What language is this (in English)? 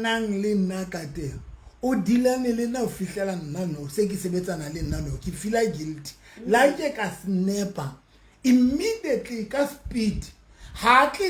Southern Sotho